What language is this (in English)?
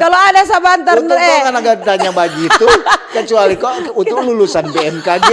Manado Malay